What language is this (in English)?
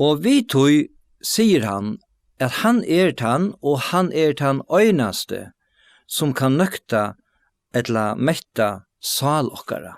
Faroese